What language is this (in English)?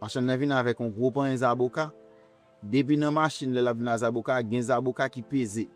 Haitian Creole